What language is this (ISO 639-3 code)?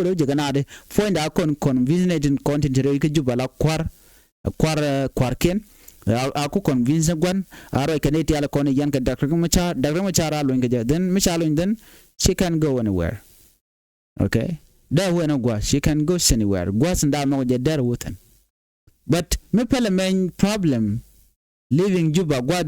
nus